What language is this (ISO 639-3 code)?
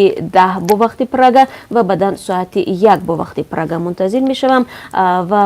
tgk